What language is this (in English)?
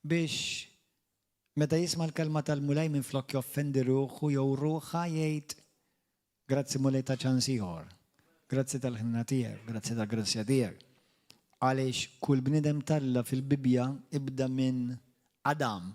Maltese